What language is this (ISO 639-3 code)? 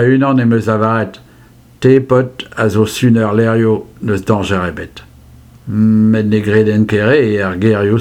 bre